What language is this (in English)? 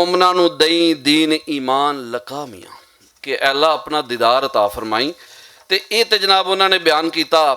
Western Panjabi